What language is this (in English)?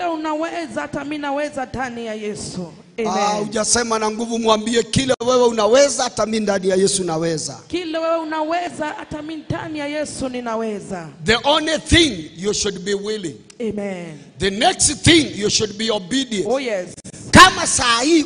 Swahili